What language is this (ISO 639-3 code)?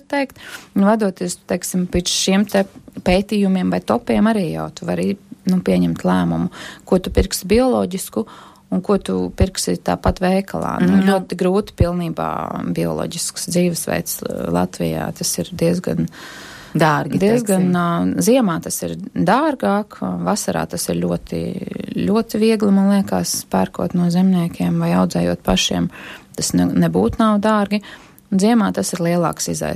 lav